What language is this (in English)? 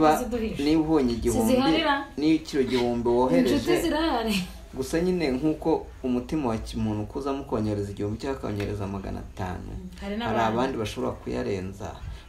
Kinyarwanda